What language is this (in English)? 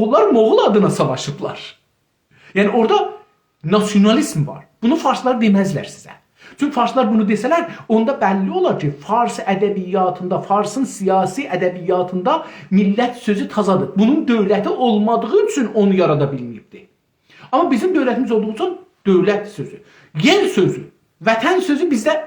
South Azerbaijani